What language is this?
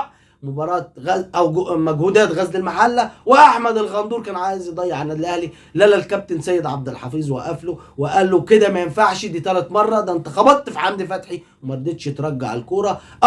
Egyptian Arabic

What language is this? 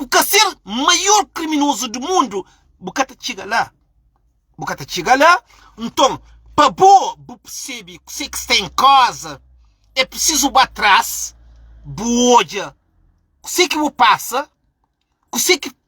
Kabuverdianu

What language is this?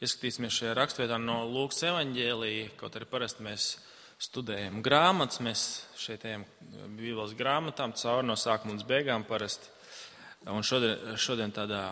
Latvian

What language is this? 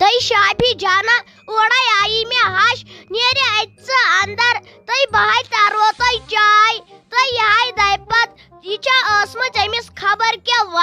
Kashmiri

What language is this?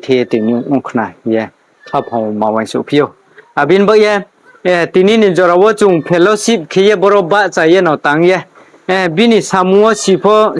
Riang (India)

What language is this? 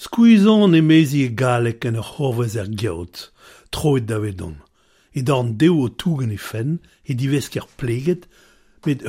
Breton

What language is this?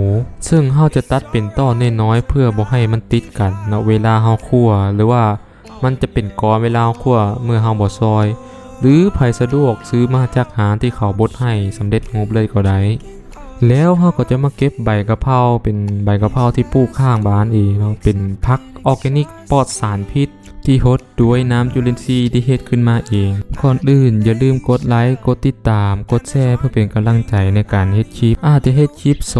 Lao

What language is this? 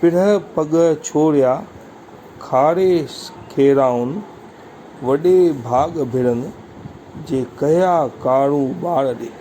Sindhi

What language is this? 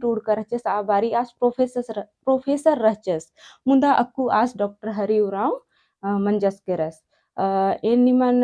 Kurukh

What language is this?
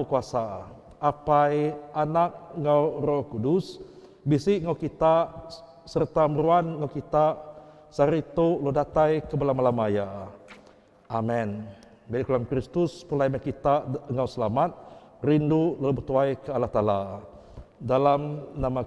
Iban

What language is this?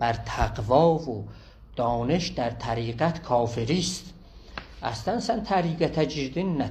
South Azerbaijani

